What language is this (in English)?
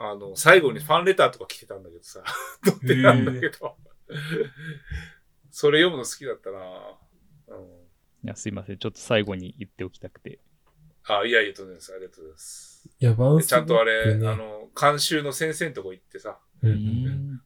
Japanese